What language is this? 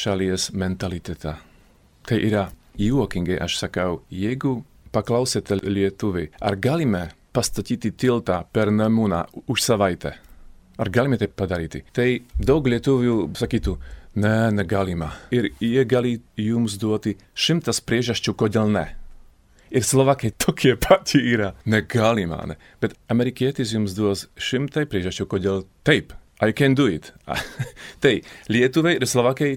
Lithuanian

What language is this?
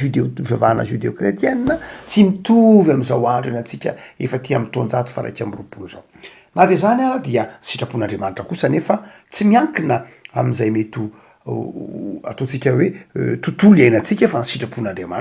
Malagasy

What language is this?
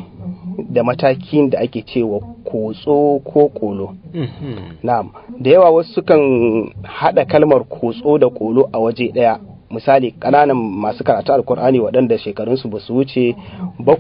Hausa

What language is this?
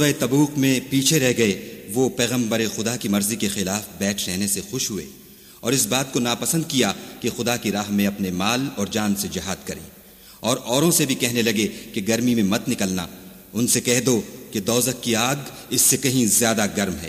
Urdu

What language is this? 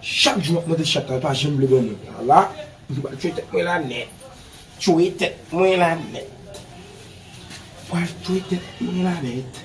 Haitian Creole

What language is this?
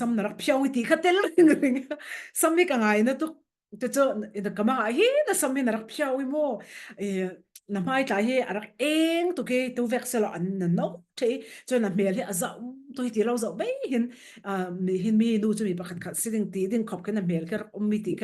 Falam Chin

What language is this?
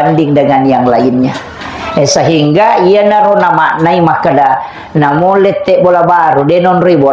Buginese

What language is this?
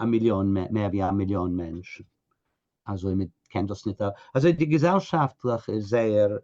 Yiddish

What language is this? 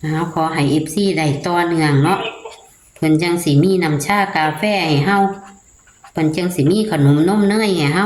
Northeastern Thai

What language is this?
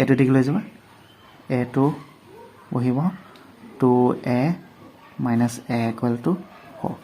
Assamese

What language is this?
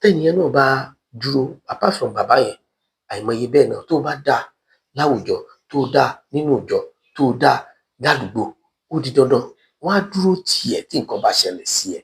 Yoruba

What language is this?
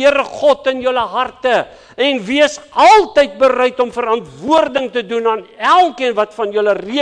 Afrikaans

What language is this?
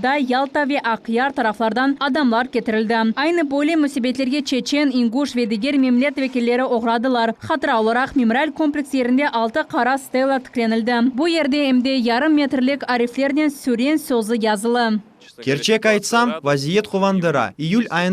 Crimean Tatar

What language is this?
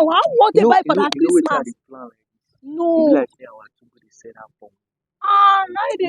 Nigerian Pidgin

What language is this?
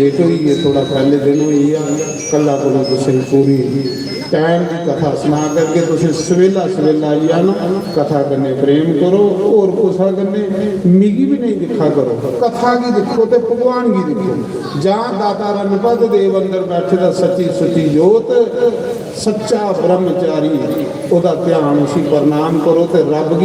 Dogri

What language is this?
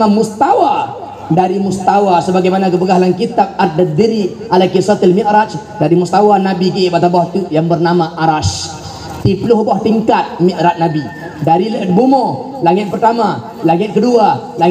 Achinese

